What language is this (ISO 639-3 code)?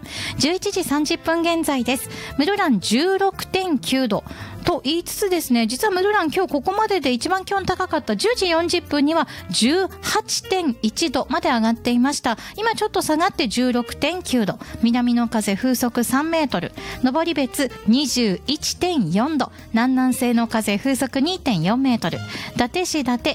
jpn